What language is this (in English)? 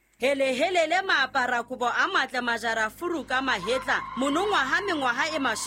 Southern Sotho